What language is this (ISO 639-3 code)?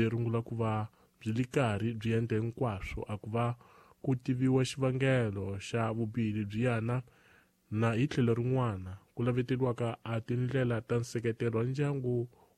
tso